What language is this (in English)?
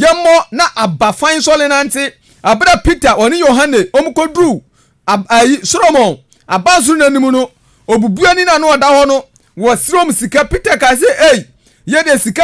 Akan